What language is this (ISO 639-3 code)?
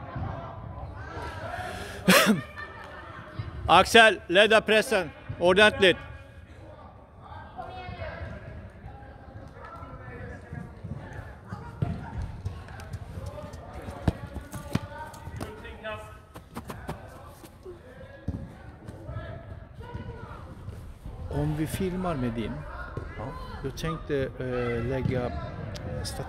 swe